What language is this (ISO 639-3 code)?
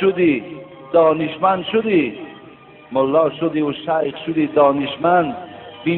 tgk